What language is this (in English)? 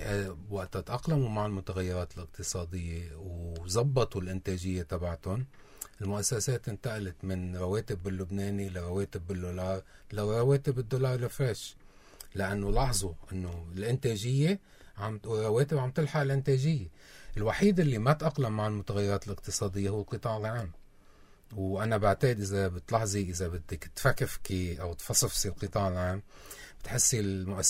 North Levantine Arabic